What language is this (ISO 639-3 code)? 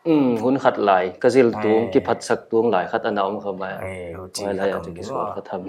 pck